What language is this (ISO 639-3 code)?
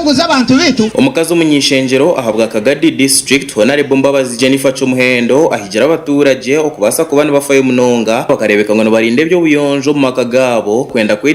nyn